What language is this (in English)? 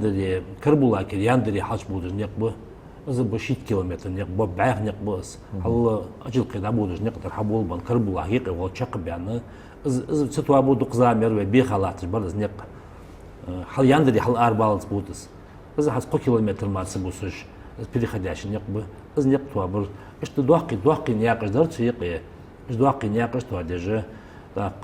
Ingush